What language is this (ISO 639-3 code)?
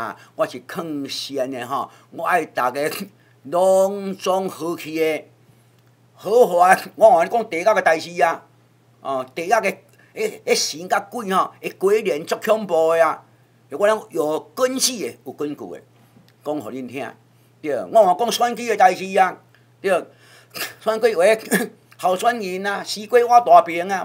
nan